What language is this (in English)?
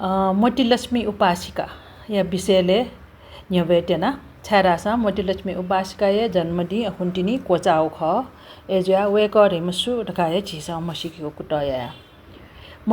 Newari